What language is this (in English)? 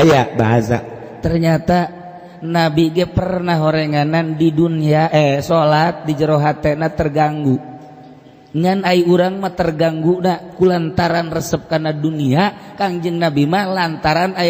Sundanese